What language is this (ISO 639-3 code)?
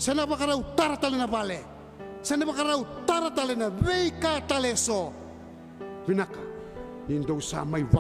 fij